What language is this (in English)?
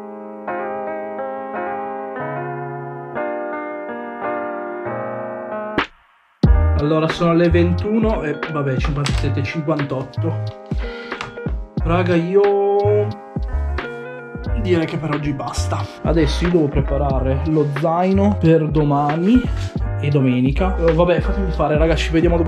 Italian